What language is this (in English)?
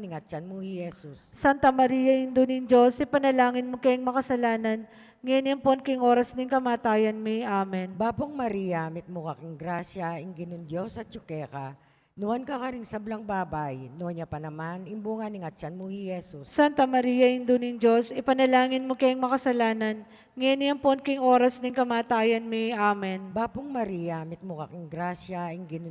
Pampanga